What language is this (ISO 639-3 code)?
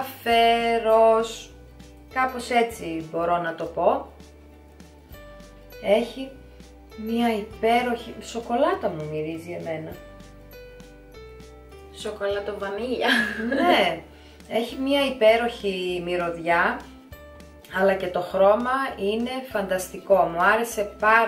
ell